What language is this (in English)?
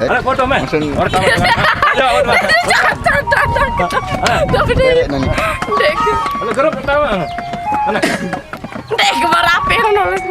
Sasak